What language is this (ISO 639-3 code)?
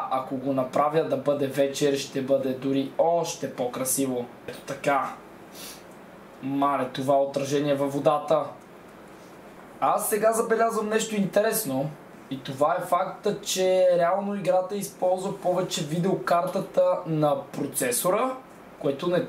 bul